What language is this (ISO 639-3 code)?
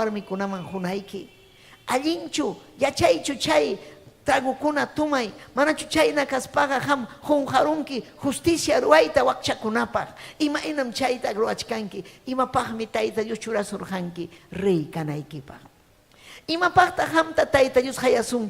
quy